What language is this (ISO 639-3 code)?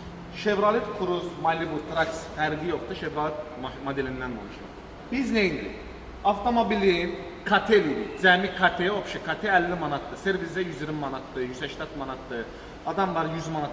aze